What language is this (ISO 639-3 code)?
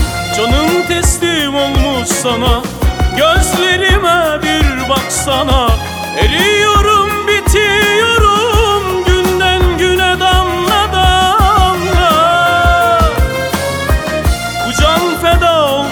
tur